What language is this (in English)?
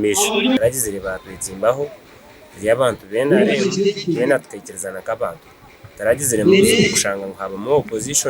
Nyankole